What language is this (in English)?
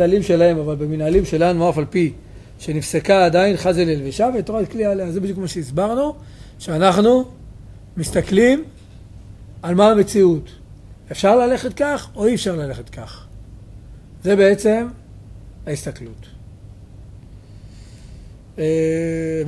Hebrew